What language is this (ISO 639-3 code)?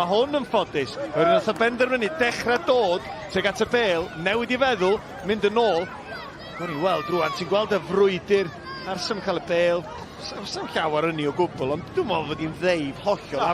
cym